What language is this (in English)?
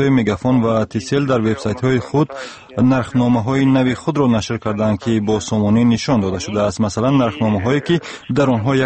Tajik